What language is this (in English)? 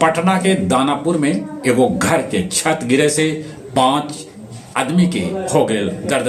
Magahi